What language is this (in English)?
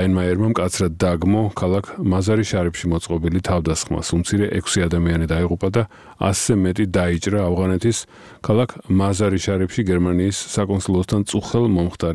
Georgian